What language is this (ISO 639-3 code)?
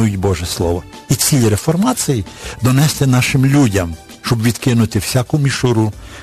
ukr